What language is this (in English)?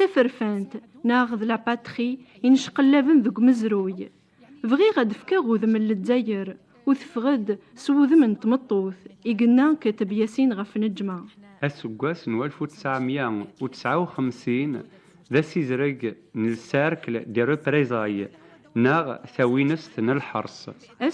Kabyle